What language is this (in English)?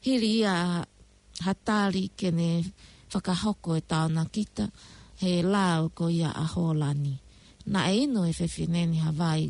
Tongan